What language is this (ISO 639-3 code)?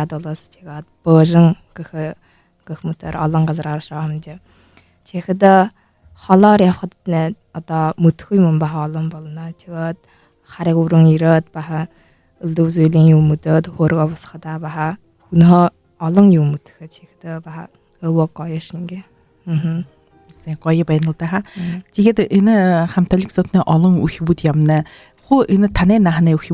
bua